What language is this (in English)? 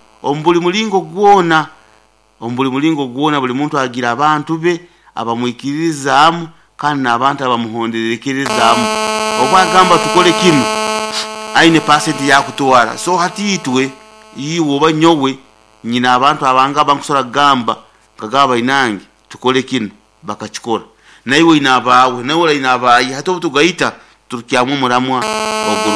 Nyoro